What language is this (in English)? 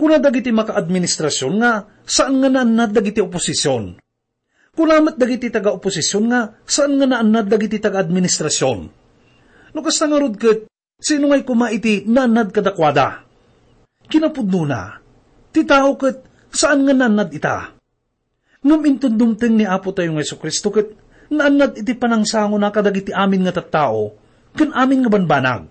Iloko